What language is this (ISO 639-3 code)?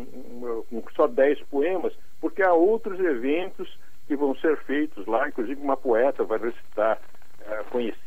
por